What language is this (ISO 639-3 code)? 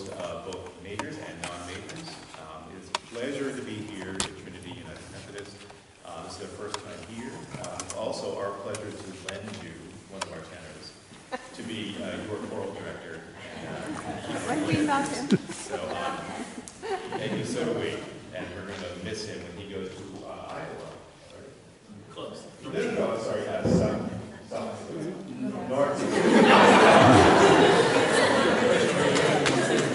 eng